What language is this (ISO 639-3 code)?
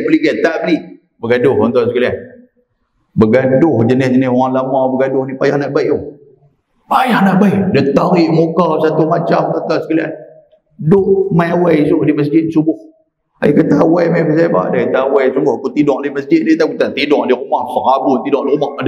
msa